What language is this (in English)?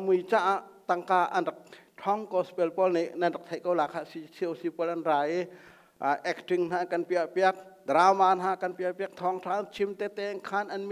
Thai